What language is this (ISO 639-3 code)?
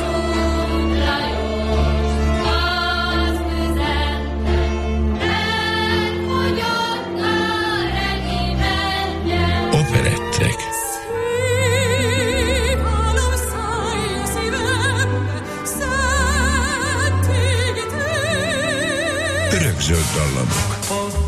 hun